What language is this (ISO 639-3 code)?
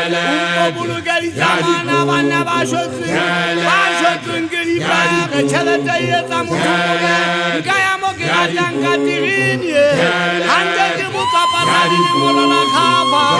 sot